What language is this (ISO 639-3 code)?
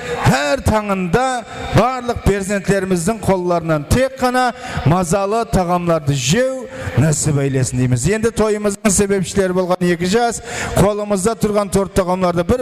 kaa